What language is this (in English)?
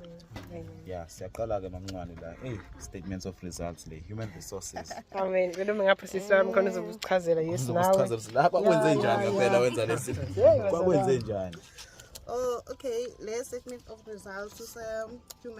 Zulu